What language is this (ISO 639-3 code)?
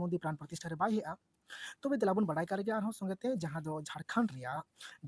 sat